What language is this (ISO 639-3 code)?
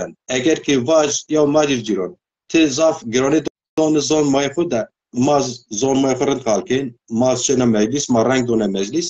zza